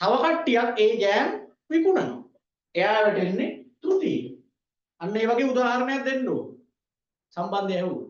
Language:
Sinhala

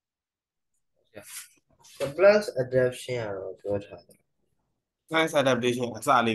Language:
Burmese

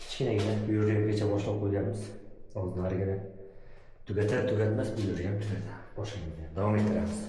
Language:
Uzbek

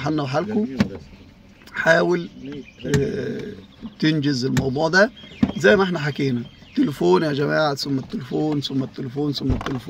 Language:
Egyptian Arabic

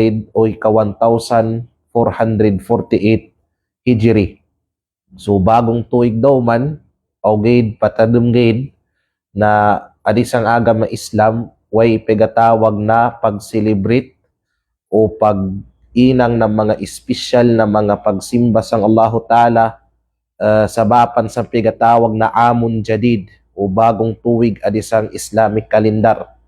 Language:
Kalagan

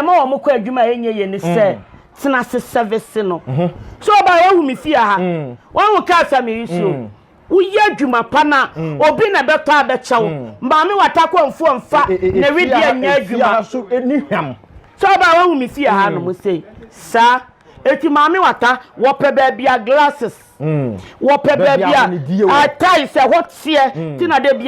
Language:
Akan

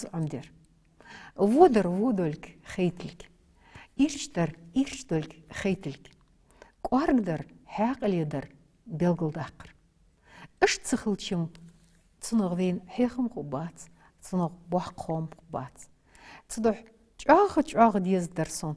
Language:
Ingush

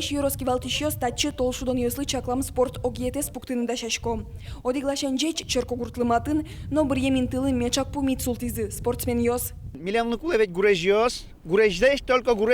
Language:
Udmurt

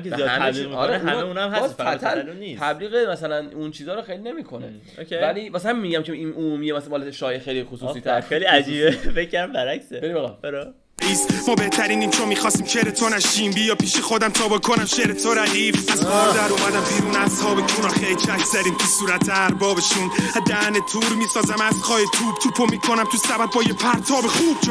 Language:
Persian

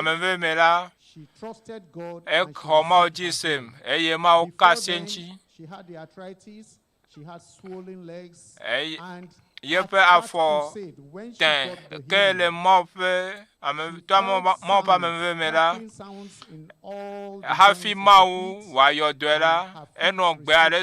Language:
Ewe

